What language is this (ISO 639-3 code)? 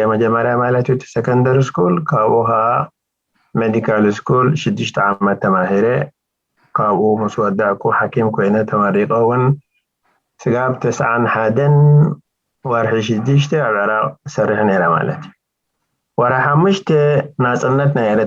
tir